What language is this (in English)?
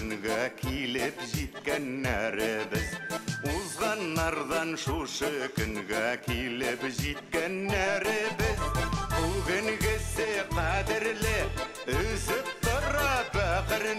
Bashkir